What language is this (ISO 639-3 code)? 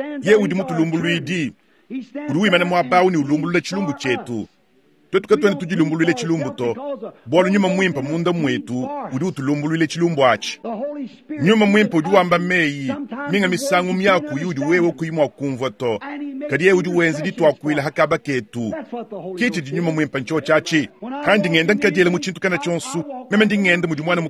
lua